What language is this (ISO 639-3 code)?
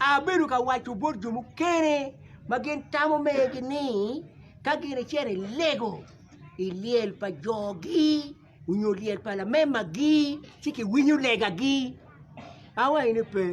ach